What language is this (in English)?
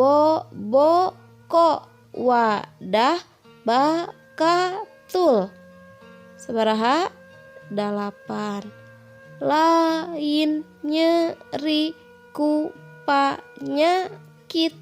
Sundanese